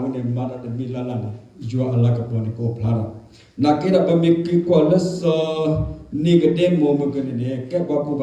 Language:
S'gaw Karen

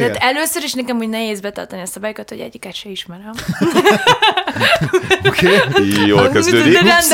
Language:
Hungarian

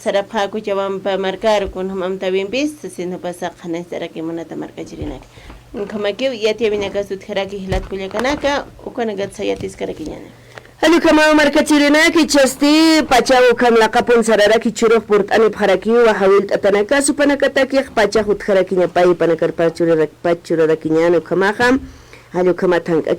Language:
Aymara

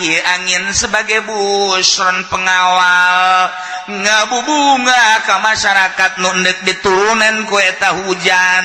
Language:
Sundanese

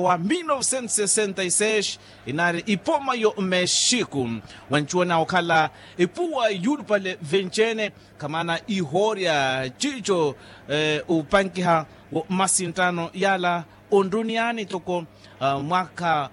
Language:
Makhuwa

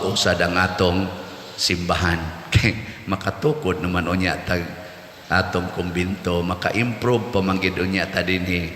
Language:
Cebuano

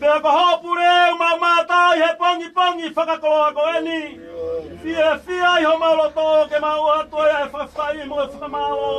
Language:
Tongan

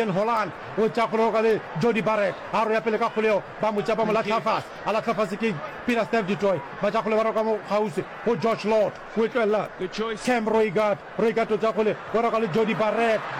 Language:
Northern Sotho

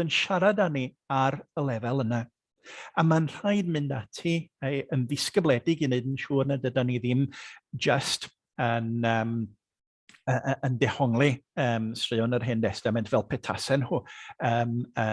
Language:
Welsh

